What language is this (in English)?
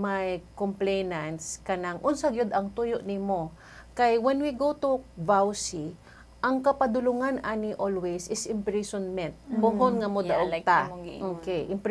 Cebuano